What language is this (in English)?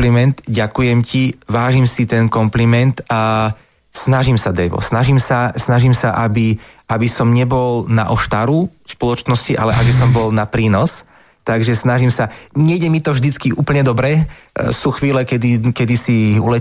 Slovak